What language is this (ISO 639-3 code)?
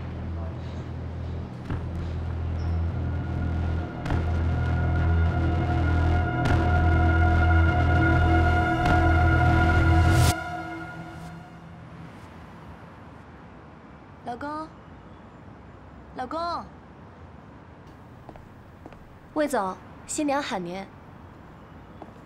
zho